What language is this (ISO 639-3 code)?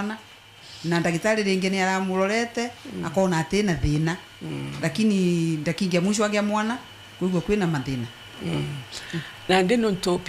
kik